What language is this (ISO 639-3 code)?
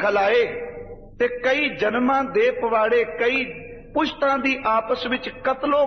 pan